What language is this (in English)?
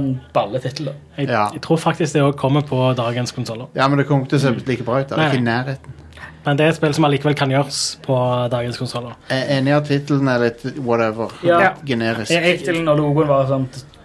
Norwegian